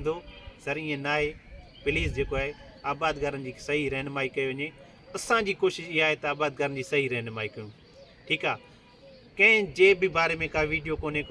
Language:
Sindhi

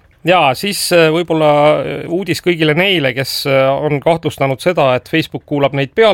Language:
Estonian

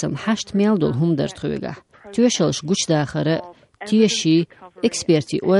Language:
Chechen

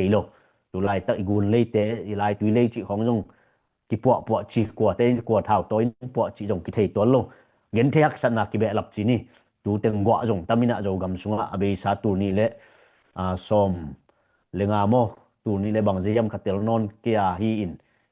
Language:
Tedim Chin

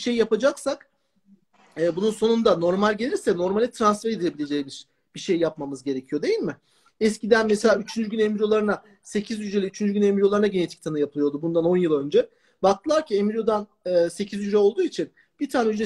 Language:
Turkish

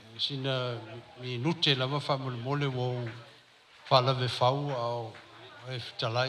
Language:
Samoan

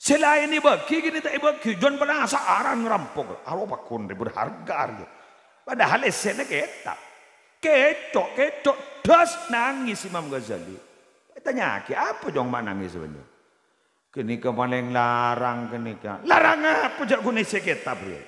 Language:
Madurese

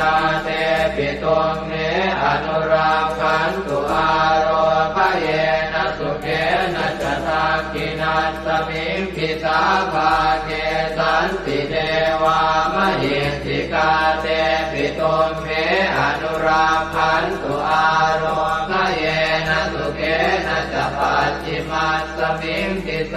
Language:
Pali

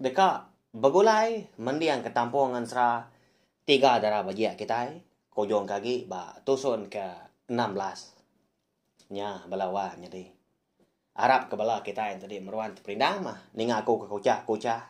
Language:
Iban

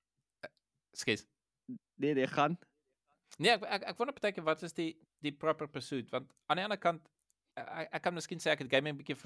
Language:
Afrikaans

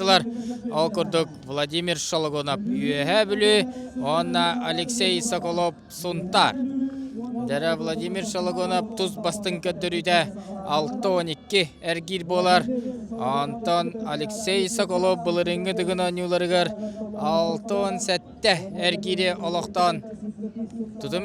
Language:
Yakut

